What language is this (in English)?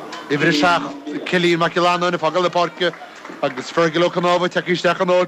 Irish